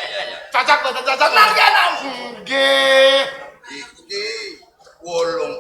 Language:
Javanese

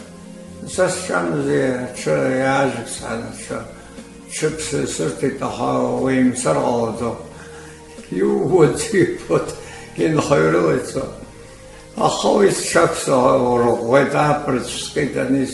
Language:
Abkhazian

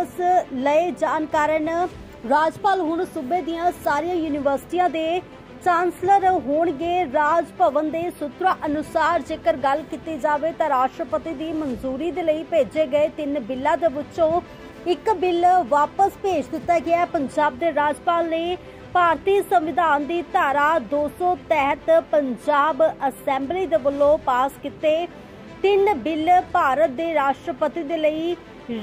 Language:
Punjabi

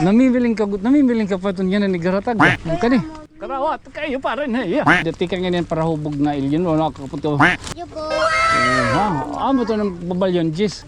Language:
Waray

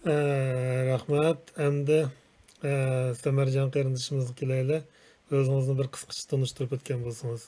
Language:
Uyghur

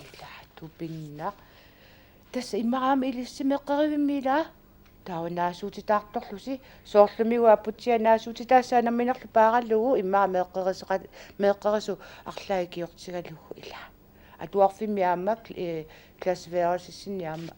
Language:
Kalaallisut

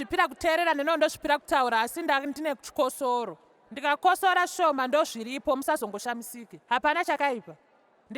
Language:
Shona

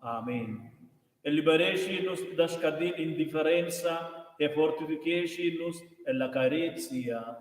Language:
Romansh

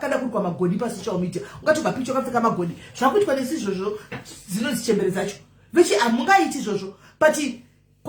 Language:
Shona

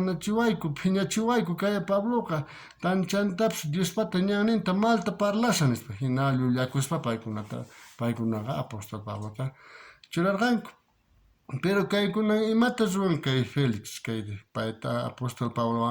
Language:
South Bolivian Quechua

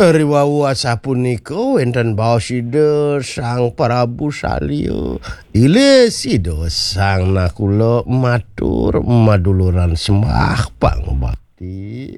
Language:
Balinese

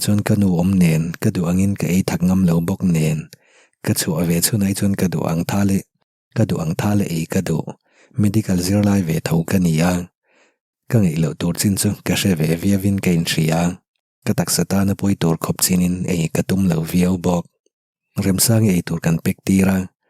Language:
Mizo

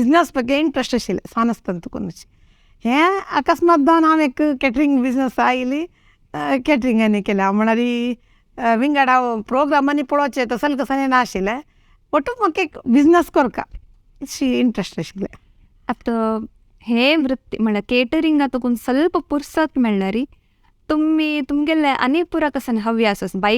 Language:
Konkani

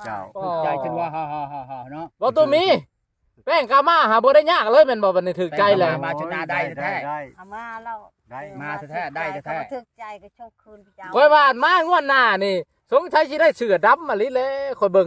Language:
Lao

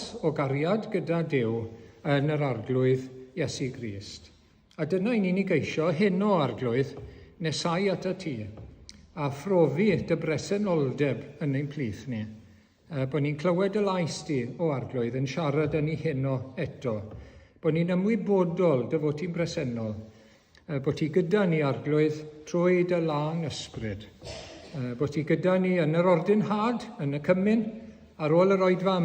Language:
Welsh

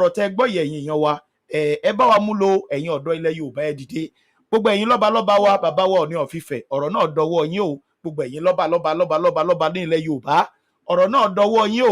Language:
Yoruba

